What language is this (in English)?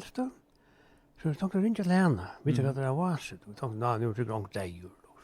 Faroese